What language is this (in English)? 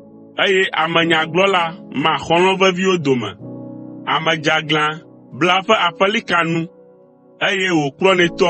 Ewe